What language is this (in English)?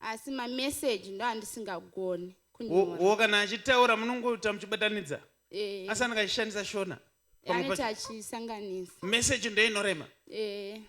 Shona